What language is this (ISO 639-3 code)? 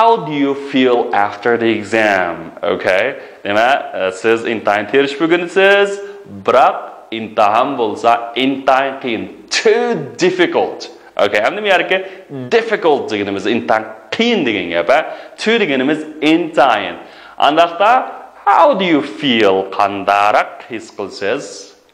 uig